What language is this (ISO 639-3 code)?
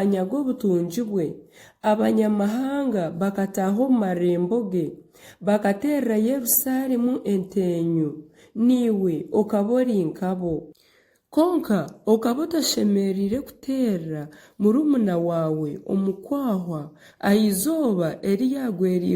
nyn